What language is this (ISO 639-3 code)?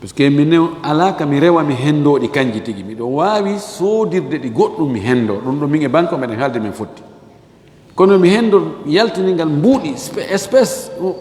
ful